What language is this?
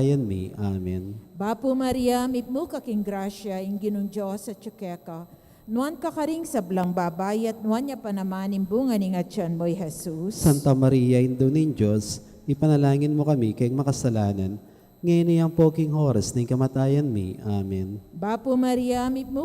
Pampanga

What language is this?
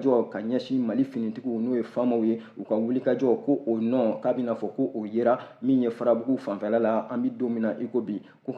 Bambara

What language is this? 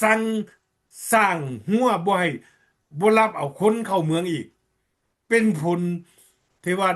Lao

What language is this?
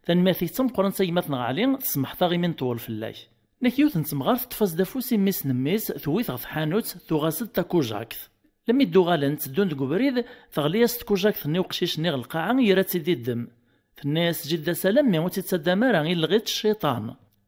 Kabyle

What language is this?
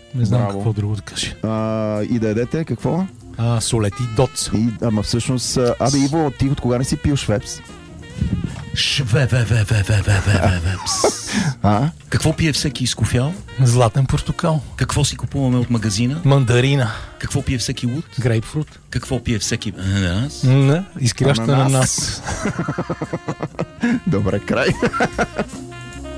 Bulgarian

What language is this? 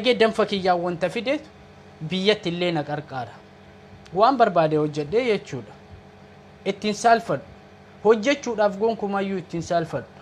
Oromo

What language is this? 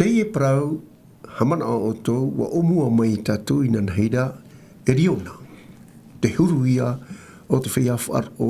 Tahitian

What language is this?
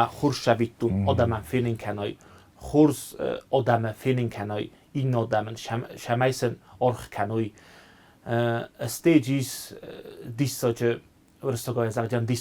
Ossetic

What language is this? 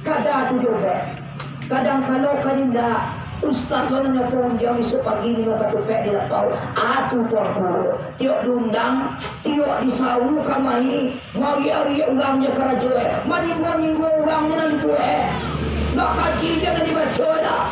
Minangkabau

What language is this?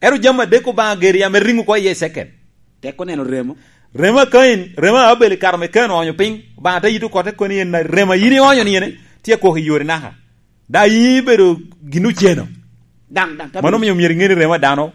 Lango (Uganda)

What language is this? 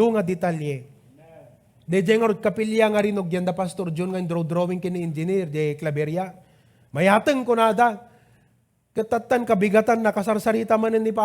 Iloko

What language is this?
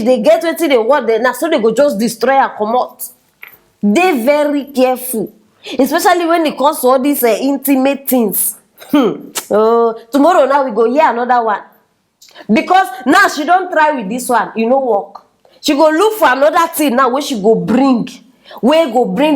Nigerian Pidgin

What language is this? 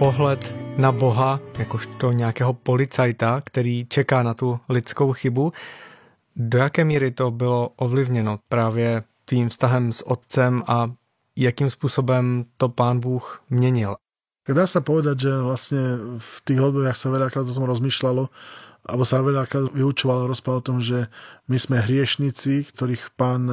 Slovak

